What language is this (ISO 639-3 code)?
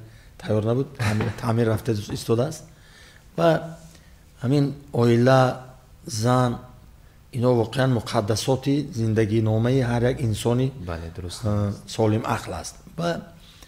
tgk